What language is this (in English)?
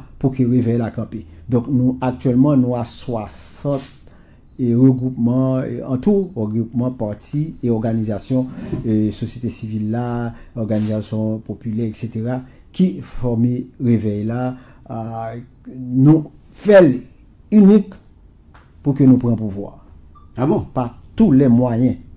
Haitian Creole